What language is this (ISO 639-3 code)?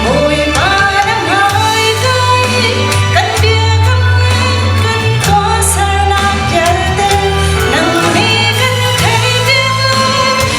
cnh